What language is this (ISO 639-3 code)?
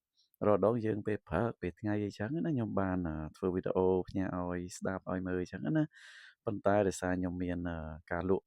khm